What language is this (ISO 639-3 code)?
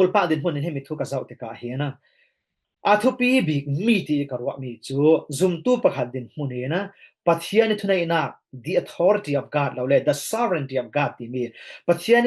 cfm